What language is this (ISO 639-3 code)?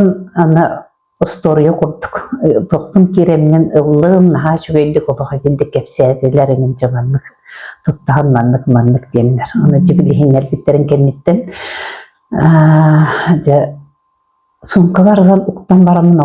sah